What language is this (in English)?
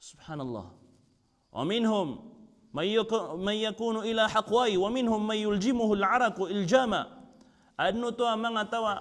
Maranao